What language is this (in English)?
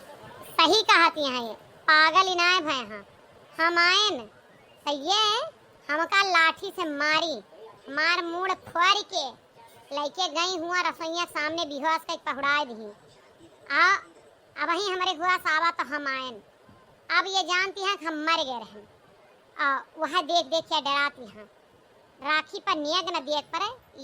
Awadhi